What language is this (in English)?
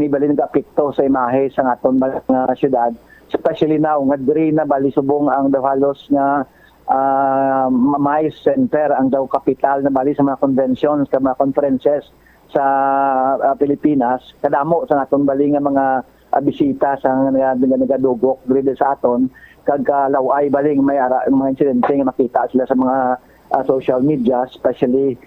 Hiligaynon